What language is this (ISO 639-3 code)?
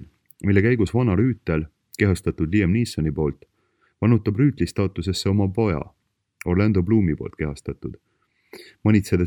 est